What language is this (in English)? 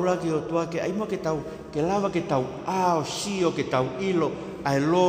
Tongan